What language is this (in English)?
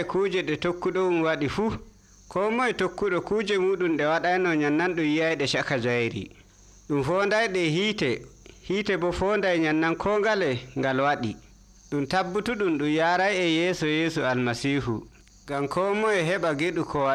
Nigerian Fulfulde